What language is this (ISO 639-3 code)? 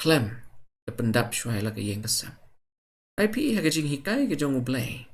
kha